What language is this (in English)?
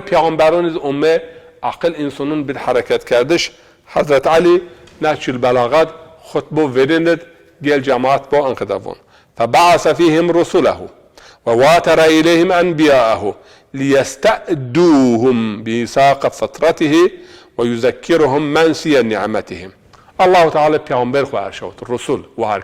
Zaza